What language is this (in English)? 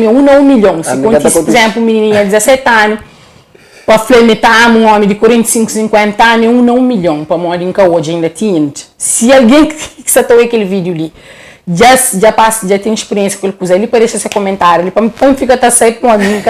Kabuverdianu